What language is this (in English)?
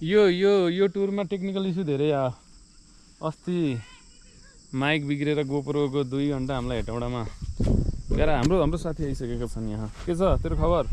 Nepali